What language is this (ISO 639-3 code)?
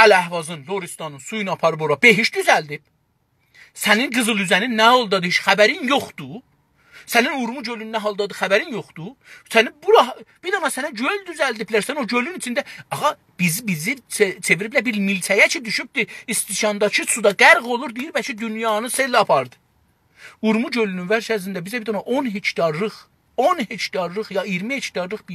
azb